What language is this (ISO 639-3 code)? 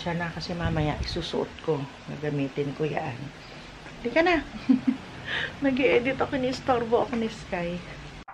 fil